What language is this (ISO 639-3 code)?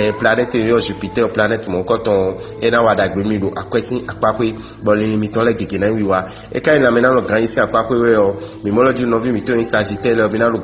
fon